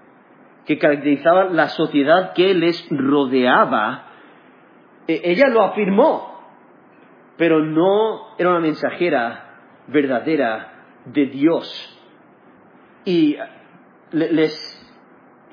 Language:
Spanish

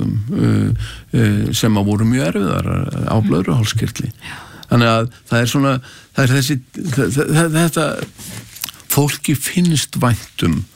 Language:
Icelandic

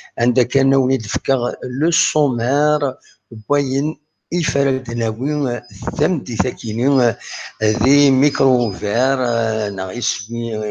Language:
Kabyle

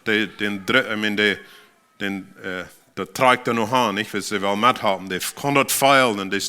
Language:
Plautdietsch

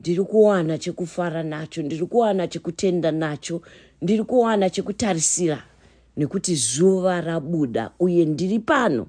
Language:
Shona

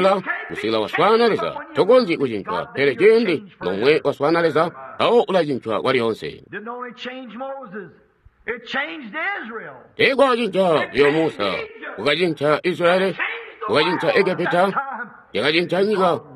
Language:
Tonga (Zambia)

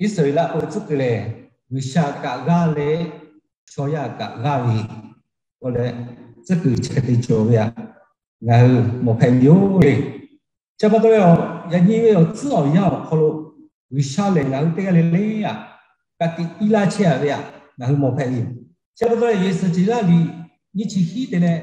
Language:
Lahu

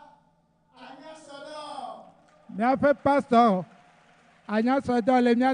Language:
Ewe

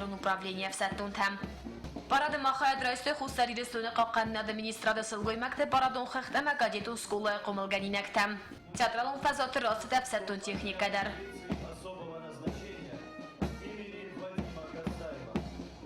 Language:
Ossetic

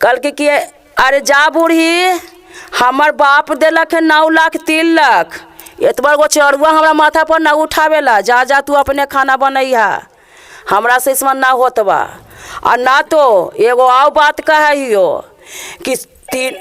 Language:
Magahi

